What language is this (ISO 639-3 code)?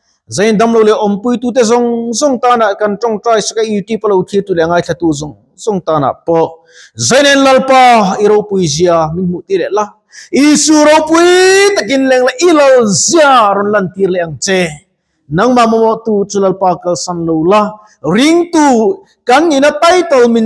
lus